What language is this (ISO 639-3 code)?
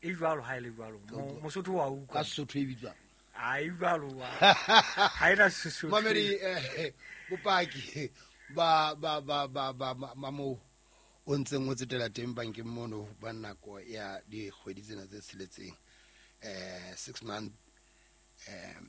sot